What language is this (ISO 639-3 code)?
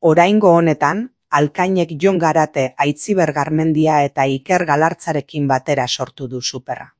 eus